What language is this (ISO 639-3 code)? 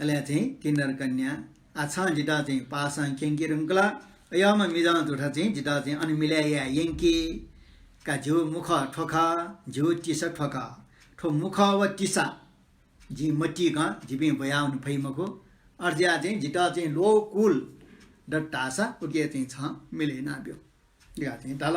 new